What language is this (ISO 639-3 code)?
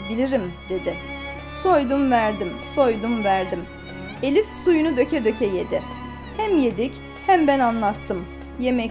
tur